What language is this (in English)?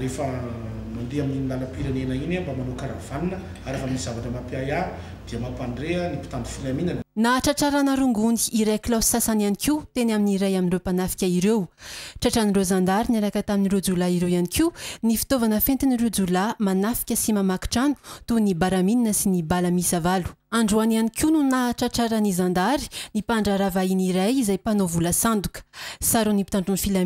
Malagasy